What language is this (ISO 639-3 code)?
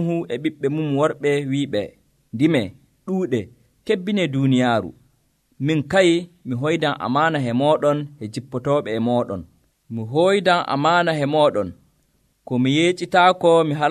fuv